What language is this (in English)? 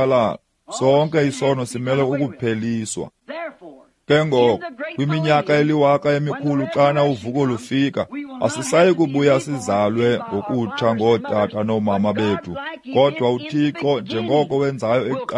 Xhosa